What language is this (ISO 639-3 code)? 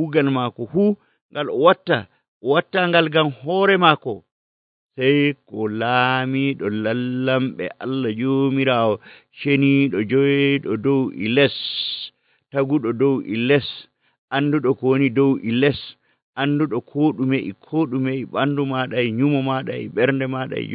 fuv